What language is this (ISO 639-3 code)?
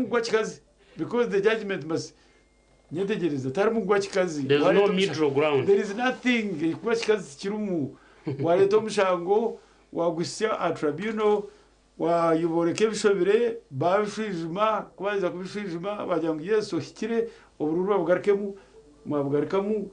nyn